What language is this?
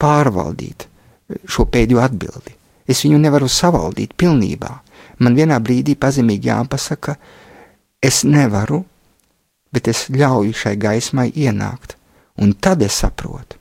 Latvian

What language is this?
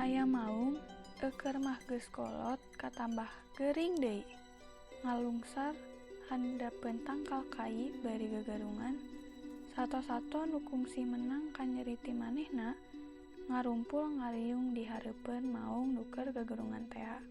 Sundanese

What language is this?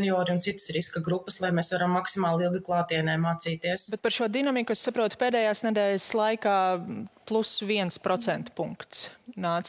Latvian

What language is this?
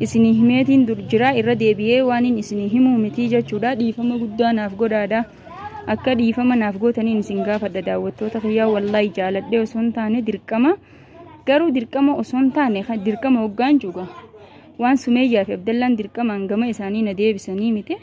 Oromo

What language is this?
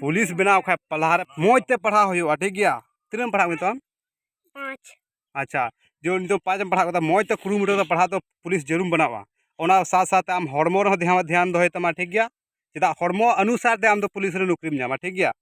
Santali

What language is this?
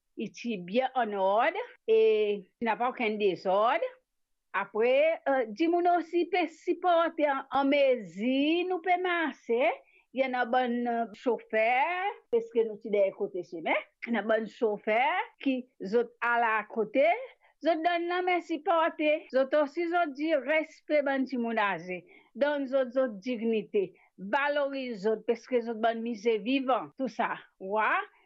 Morisyen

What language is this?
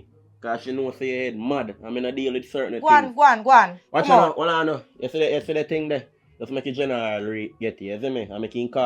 Jamaican Creole English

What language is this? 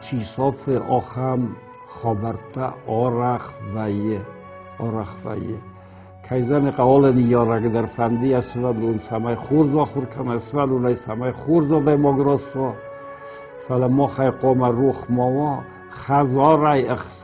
Ossetic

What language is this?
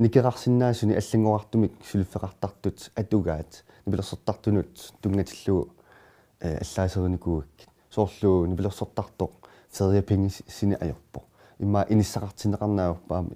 Kalaallisut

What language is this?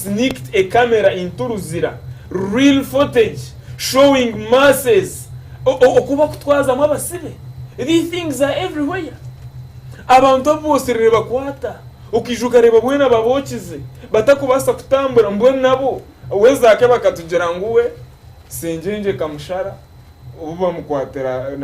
Nyankole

